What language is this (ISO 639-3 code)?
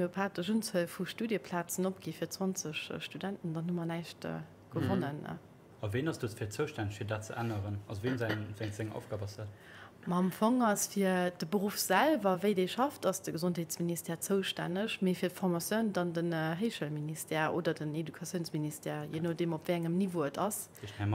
ltz